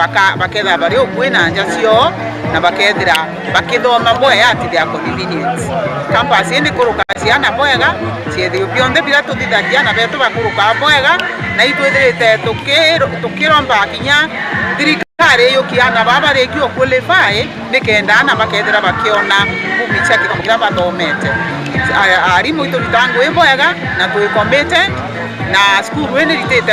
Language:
Meru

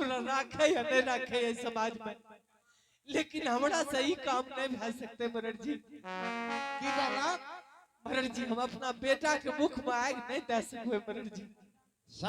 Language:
Angika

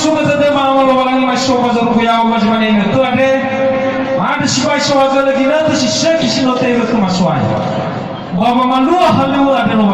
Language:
Nias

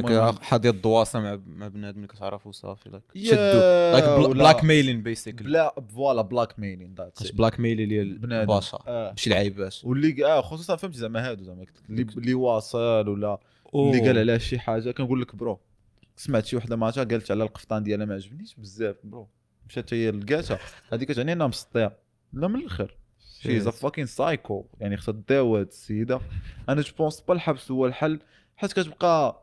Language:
Moroccan Arabic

